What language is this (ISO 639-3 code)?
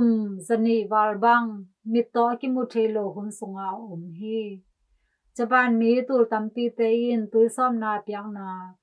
ctd